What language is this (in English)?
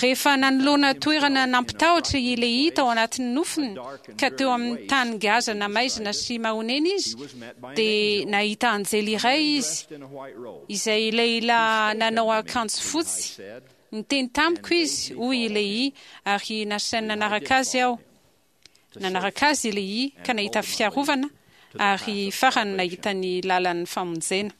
Malagasy